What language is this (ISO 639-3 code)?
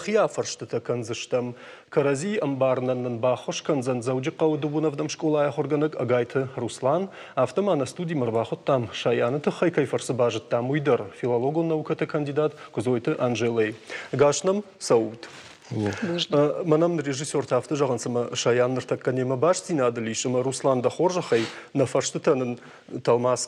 oss